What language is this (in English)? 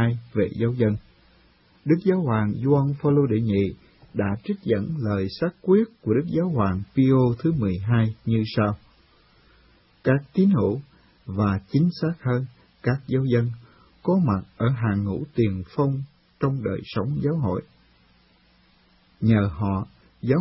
Vietnamese